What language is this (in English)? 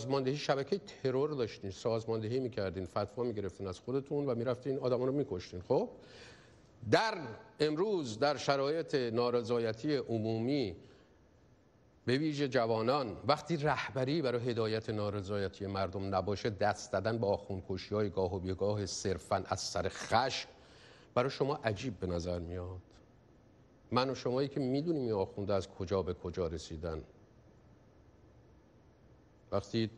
Persian